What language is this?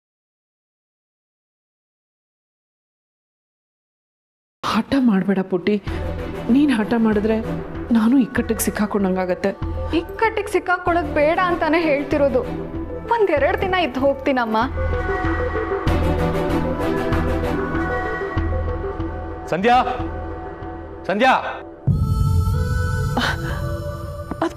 Kannada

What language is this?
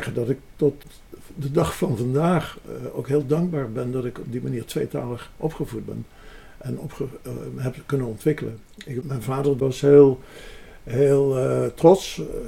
Dutch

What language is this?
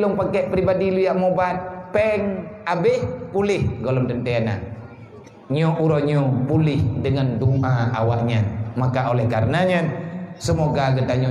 Achinese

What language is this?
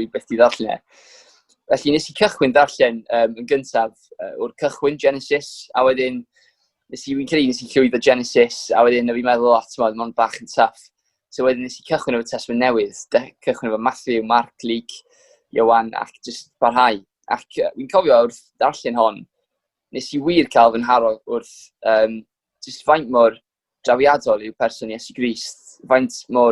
Welsh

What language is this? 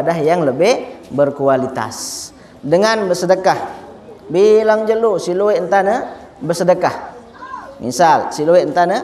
Sasak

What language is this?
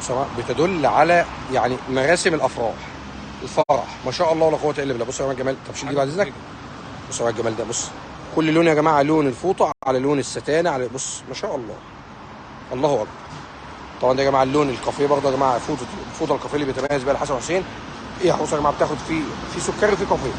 Egyptian Arabic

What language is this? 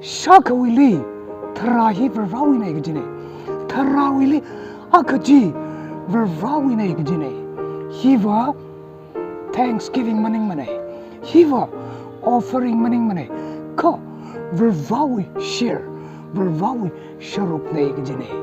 Tangkhul Naga (India)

